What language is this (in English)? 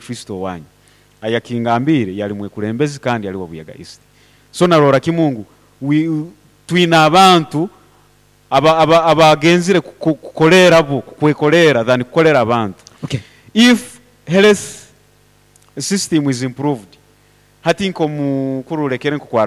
Nyoro